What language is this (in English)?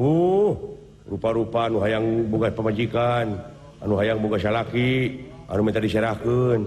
Sundanese